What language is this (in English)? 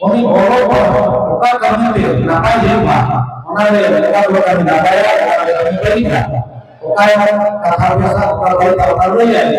Santali